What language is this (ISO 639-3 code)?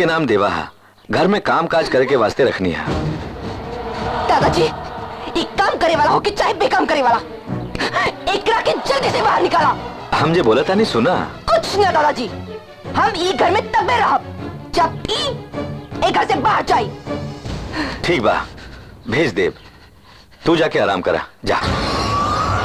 bho